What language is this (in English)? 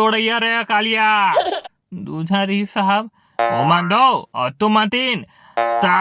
Chhattisgarhi